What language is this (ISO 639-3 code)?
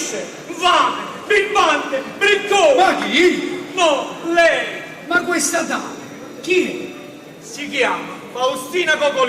nap